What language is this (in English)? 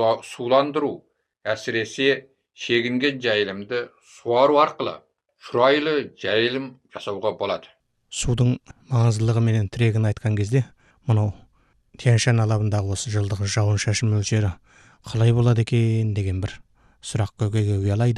Kazakh